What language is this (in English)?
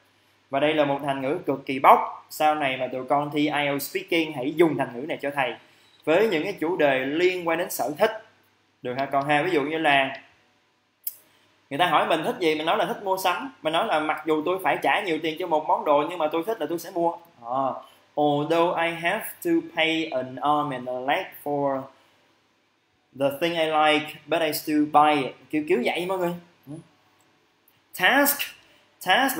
Vietnamese